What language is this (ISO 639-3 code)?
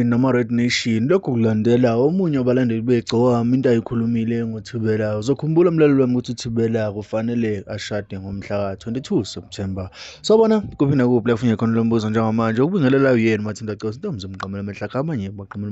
zul